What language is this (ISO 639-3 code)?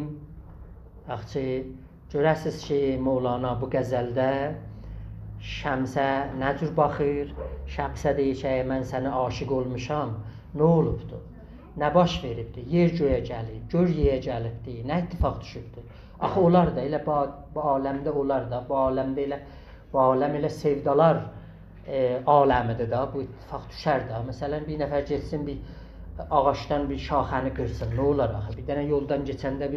azb